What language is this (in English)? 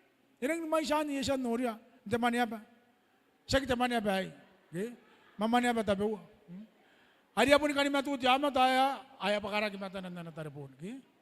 Gilbertese